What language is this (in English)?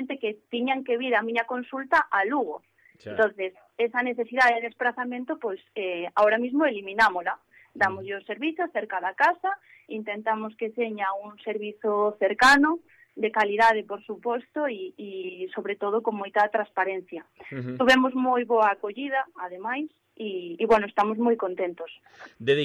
Galician